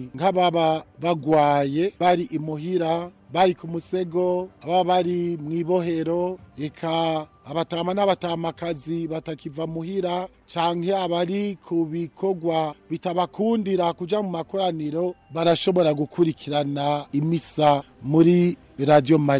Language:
Rundi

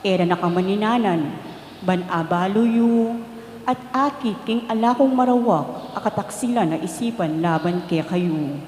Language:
Pampanga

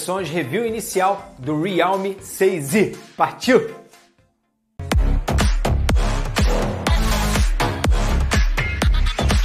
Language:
Portuguese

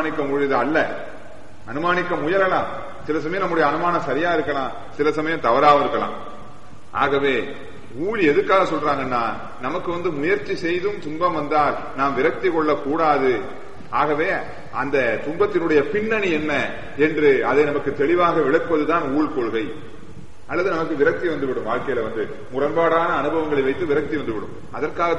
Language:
Tamil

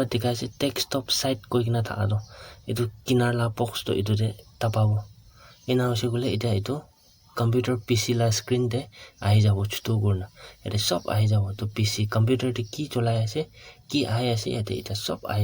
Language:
Naga Pidgin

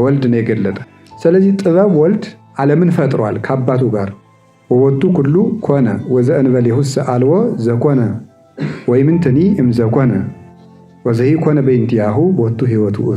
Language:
Amharic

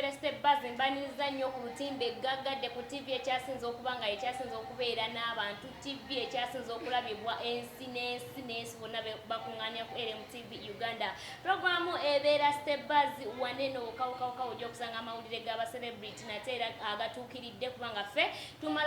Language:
Ganda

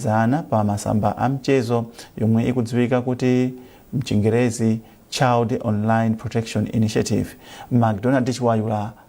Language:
Nyanja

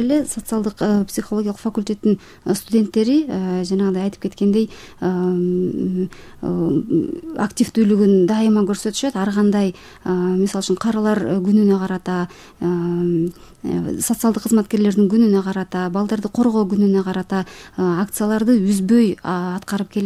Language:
Kyrgyz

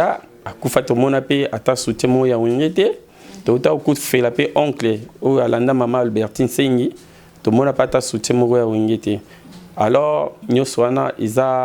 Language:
Lingala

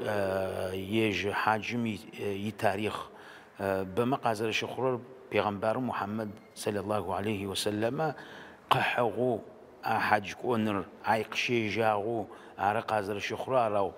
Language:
Adyghe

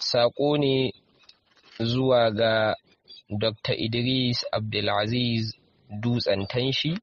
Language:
Hausa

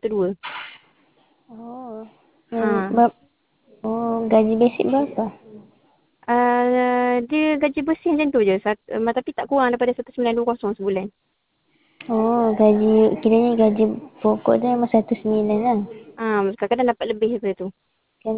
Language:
Malay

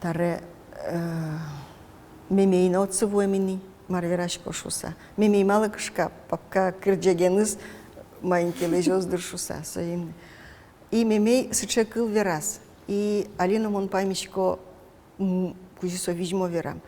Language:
Udmurt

